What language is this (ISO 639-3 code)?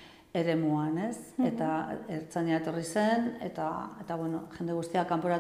eus